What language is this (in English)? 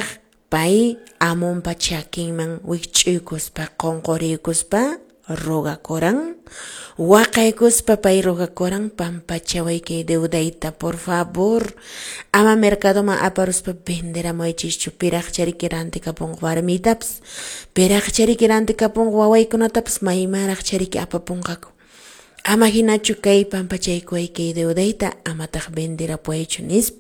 Quechua